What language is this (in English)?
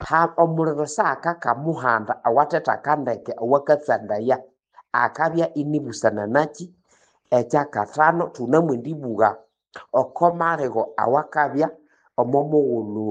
Nande